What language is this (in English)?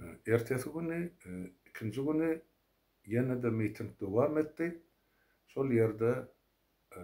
Turkmen